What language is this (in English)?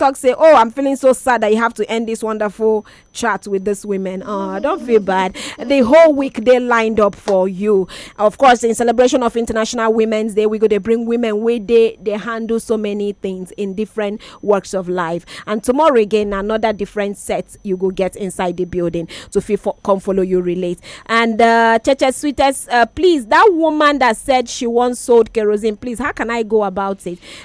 Nigerian Pidgin